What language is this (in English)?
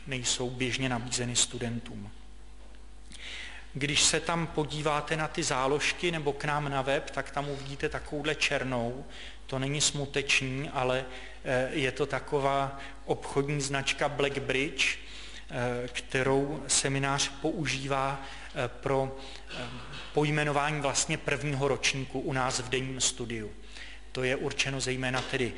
Czech